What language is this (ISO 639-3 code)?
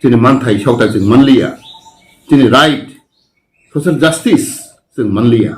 trp